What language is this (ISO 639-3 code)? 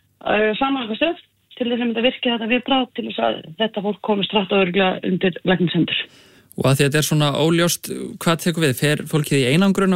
isl